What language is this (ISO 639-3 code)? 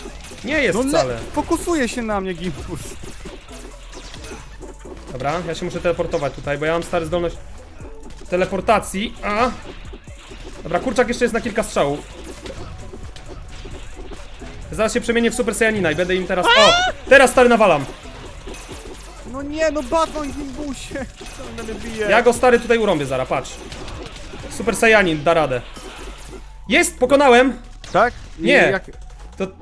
pol